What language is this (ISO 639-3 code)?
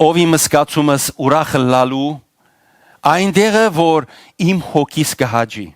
hyw